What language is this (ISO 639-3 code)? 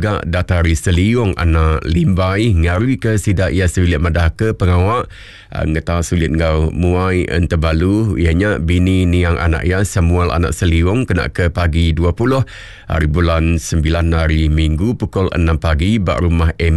iba